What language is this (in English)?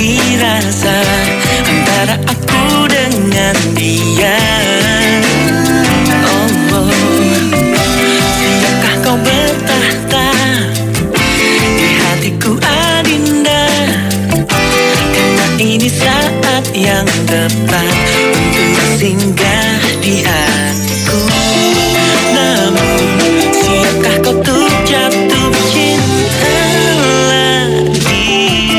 Indonesian